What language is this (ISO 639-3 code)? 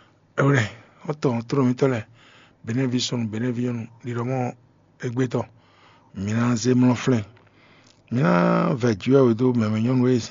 fon